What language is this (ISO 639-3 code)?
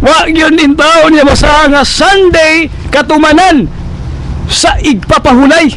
ceb